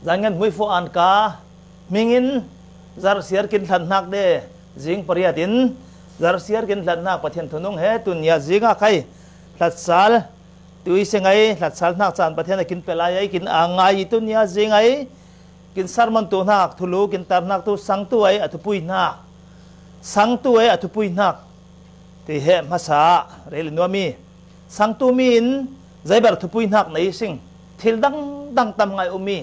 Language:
Falam Chin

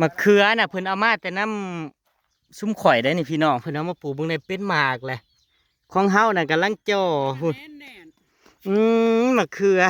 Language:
Northeastern Thai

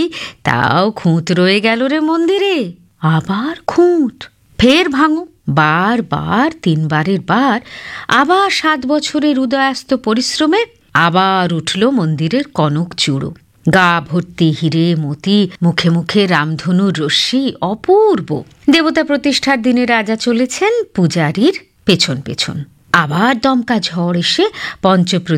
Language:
Bangla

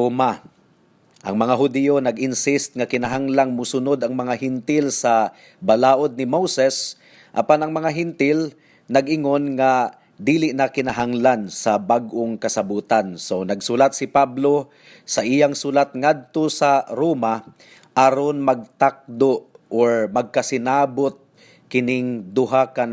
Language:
Cebuano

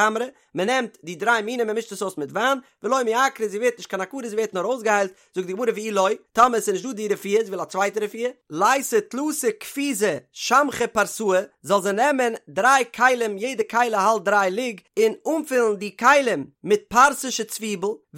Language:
Yiddish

